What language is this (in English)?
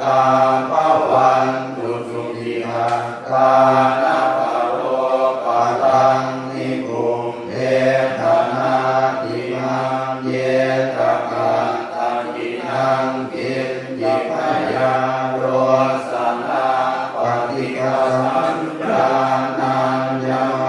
Pali